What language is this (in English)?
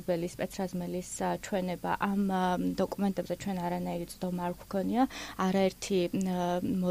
Georgian